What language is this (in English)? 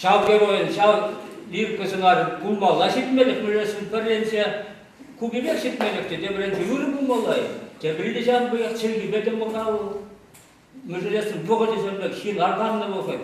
Chuvash